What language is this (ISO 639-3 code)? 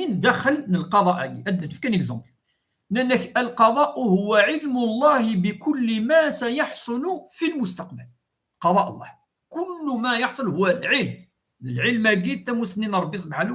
kab